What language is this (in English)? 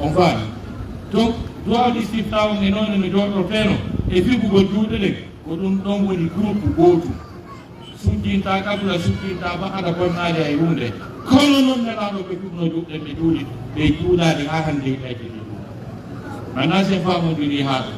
Fula